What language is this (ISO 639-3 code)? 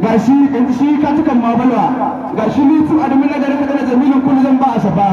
hau